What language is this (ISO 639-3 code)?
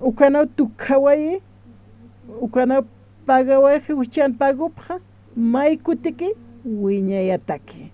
aym